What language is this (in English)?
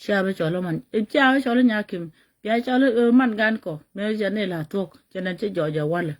Nuer